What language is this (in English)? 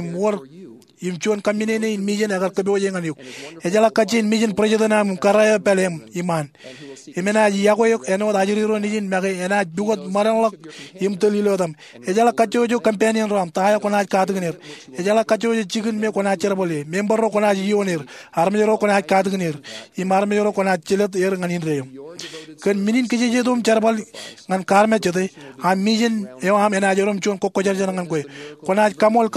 Marshallese